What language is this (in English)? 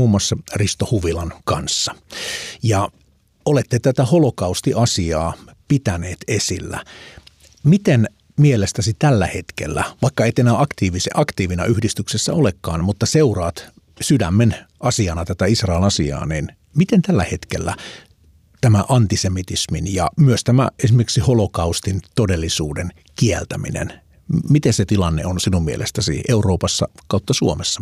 Finnish